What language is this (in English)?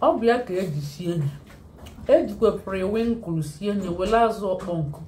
Igbo